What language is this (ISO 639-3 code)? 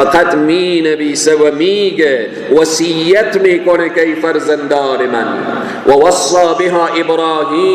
fas